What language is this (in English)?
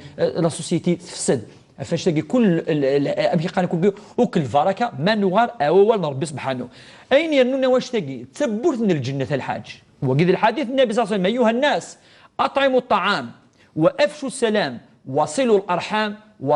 Kabyle